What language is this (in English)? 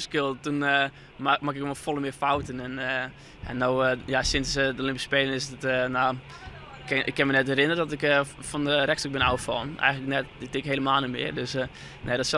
Western Frisian